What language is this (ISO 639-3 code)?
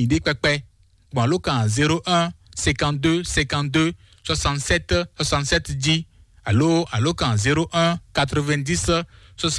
fon